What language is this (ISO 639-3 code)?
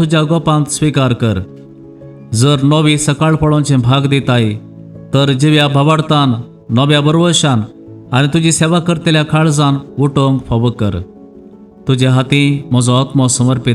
kok